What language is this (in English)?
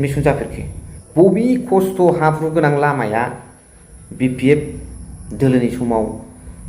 Bodo